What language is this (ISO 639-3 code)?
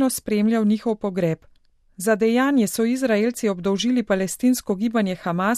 slv